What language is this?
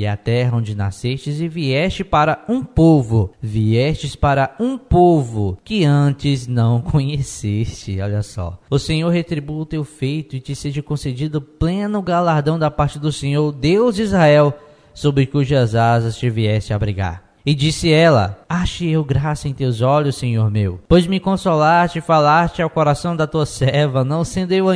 Portuguese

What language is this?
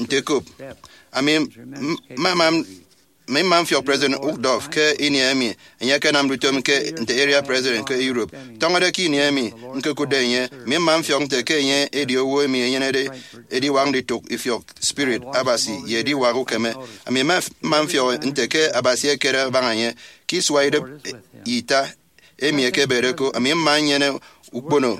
Efik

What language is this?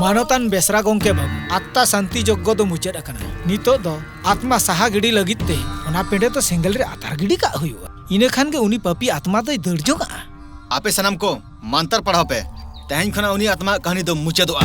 Santali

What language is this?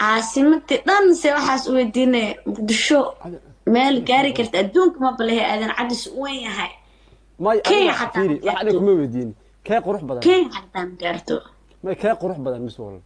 Somali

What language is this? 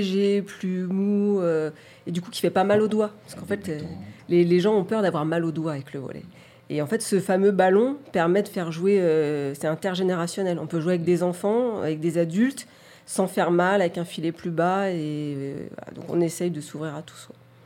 French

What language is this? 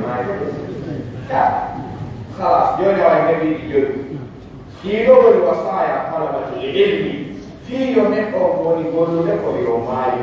Pular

